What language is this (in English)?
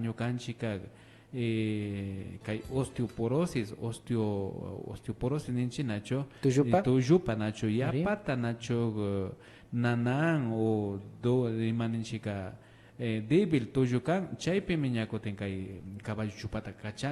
Imbabura Highland Quichua